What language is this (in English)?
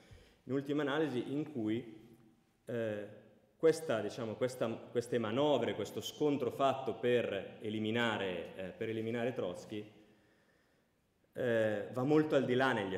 Italian